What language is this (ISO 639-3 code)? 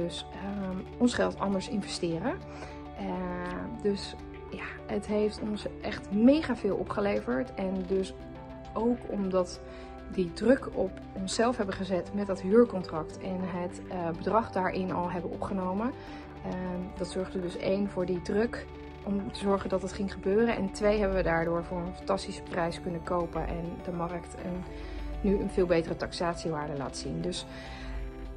nld